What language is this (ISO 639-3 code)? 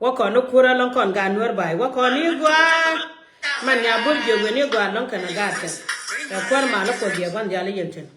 nus